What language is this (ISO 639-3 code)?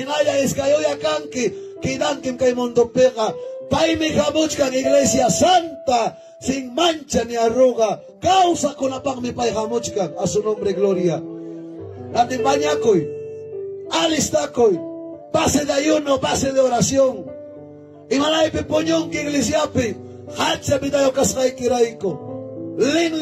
quy